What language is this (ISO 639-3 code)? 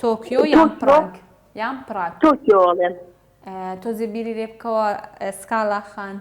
ckb